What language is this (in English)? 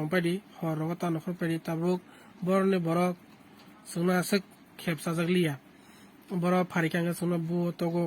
Kok Borok